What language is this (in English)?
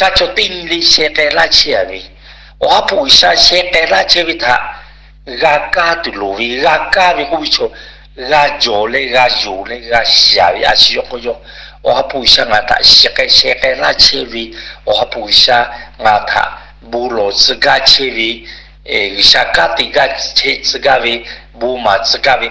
Lahu